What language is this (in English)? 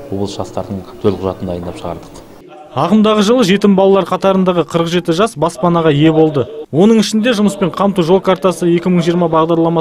Kazakh